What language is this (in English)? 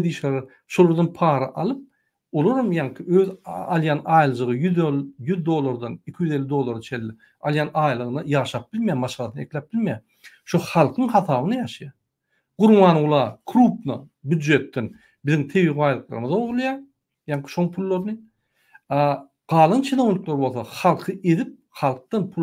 Turkmen